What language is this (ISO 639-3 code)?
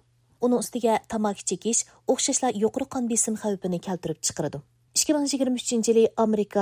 uig